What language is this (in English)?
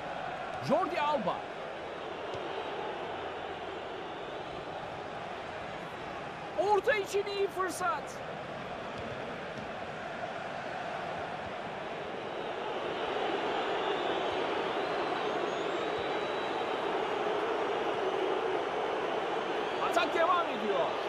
Turkish